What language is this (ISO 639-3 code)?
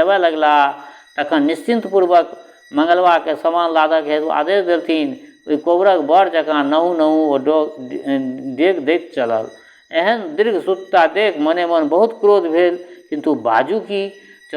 mai